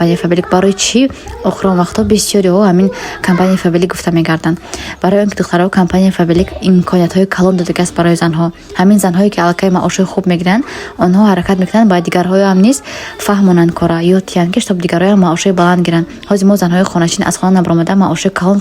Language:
Tajik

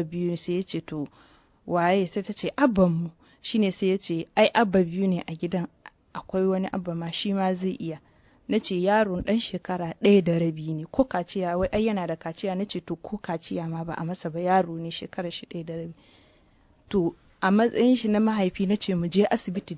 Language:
Hausa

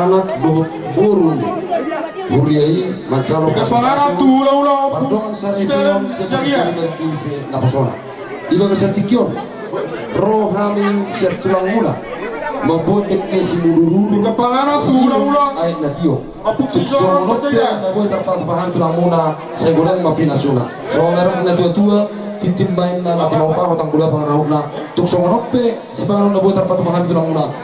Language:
Batak Toba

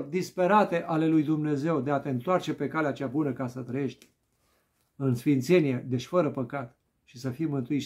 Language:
Romanian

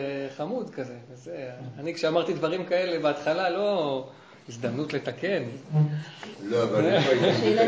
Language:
Hebrew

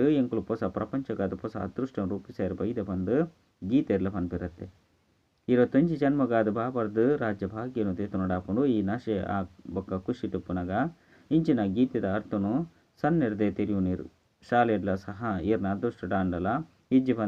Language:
Tulu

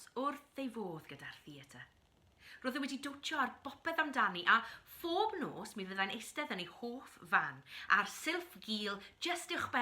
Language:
Welsh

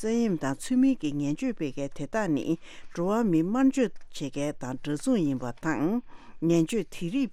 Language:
Tibetan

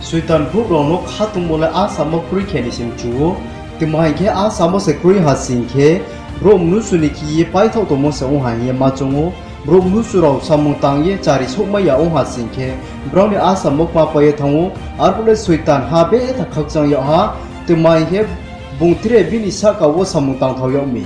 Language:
Riang (India)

